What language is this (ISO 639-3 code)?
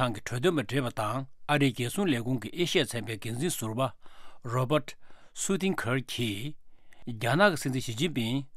bod